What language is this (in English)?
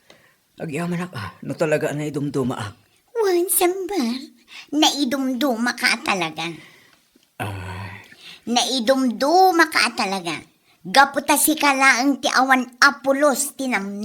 Iloko